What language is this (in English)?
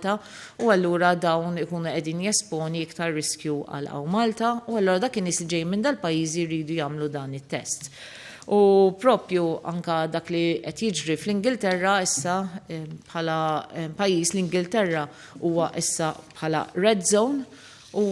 Maltese